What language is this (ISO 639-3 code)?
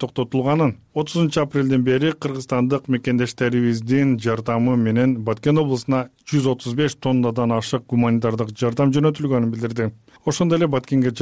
kir